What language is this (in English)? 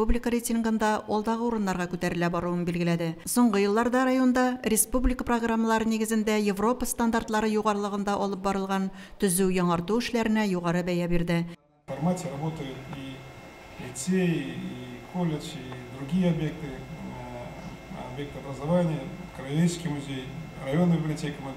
Tatar